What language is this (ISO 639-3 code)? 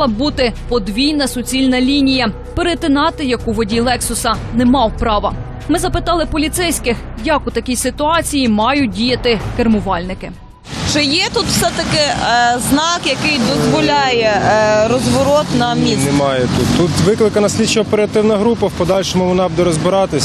ukr